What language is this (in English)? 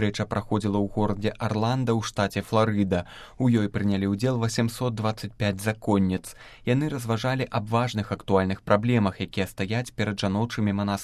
Belarusian